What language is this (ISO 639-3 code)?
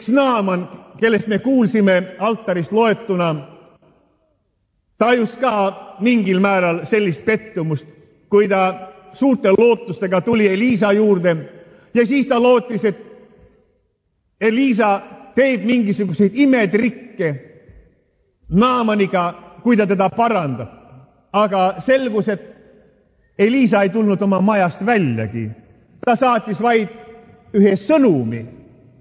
est